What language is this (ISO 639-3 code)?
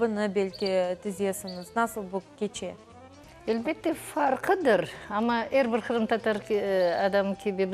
crh